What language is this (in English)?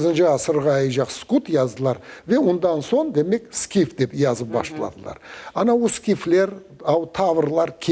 Crimean Tatar